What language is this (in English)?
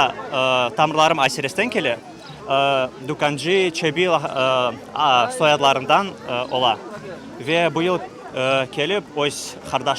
Crimean Tatar